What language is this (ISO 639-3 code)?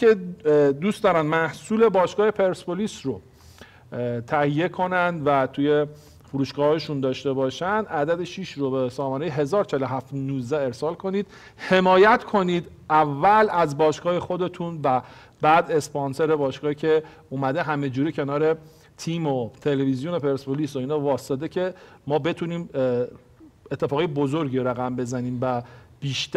fas